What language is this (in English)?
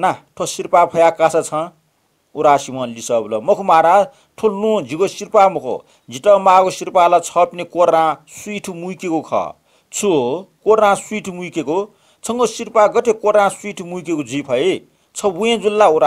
Newari